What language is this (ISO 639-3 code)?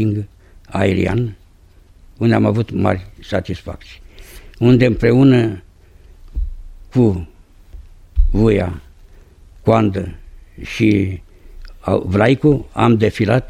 ron